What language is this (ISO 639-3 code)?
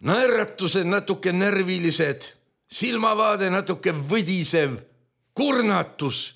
est